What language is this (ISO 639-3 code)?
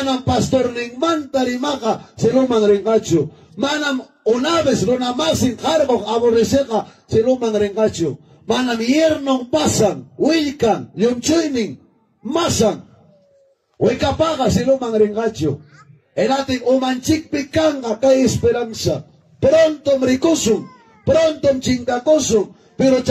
quy